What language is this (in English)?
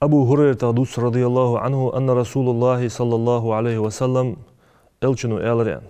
Ingush